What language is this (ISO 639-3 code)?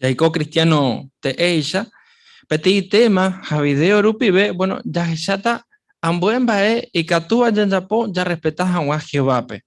grn